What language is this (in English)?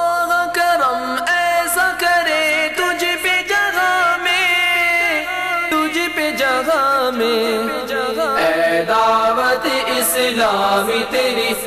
Urdu